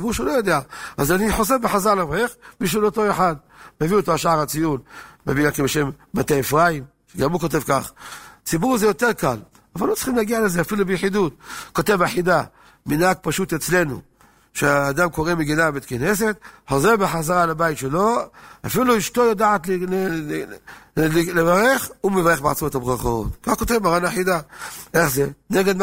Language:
Hebrew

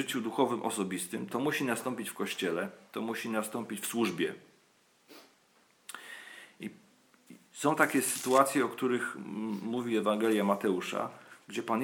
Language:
Polish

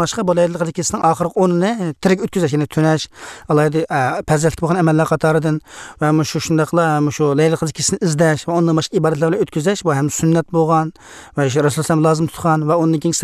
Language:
Uyghur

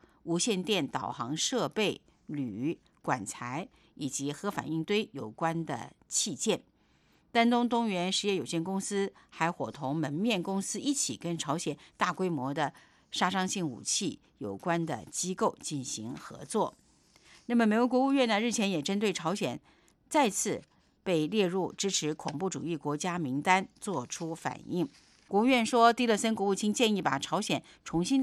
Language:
Chinese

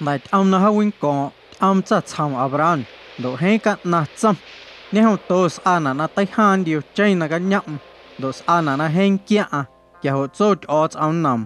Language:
Guerrero Amuzgo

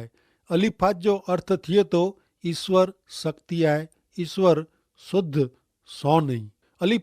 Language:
Kachhi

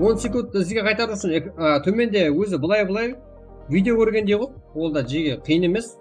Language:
Kara-Kalpak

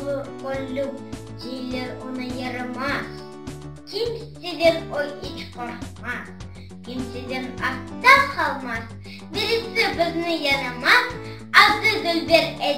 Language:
Crimean Tatar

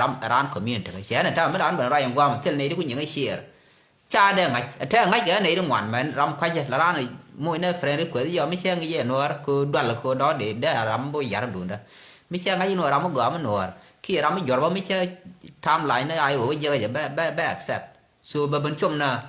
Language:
Nuer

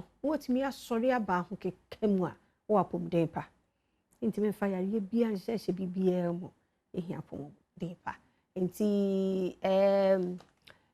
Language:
Akan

